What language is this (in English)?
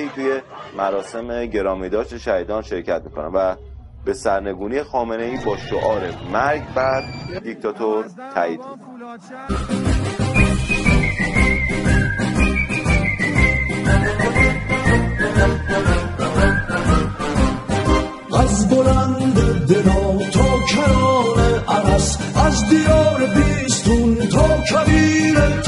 Persian